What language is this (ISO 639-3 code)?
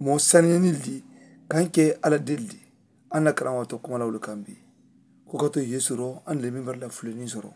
man